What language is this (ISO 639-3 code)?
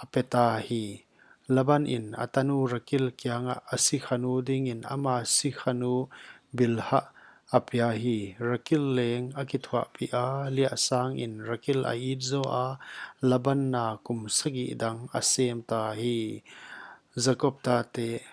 pck